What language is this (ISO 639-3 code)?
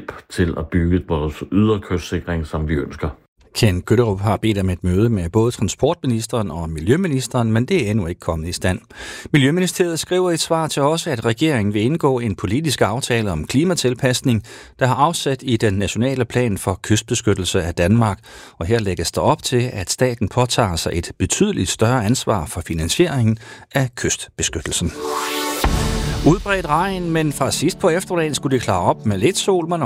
dan